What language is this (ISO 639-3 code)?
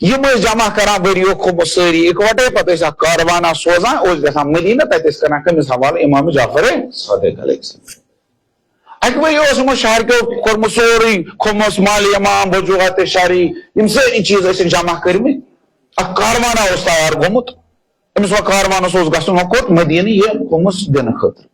kas